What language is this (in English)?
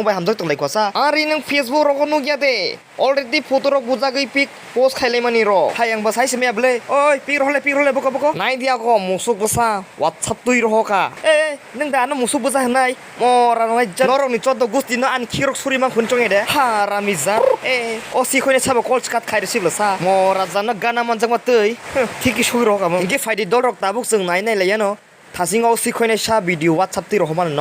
Kok Borok